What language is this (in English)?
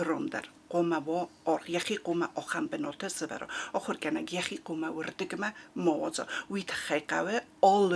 Ossetic